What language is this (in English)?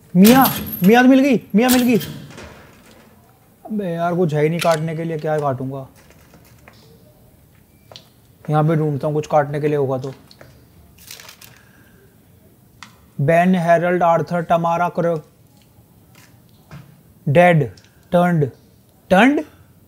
Hindi